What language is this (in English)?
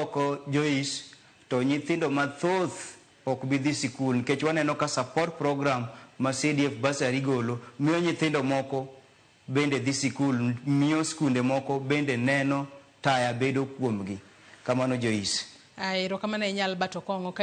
Luo (Kenya and Tanzania)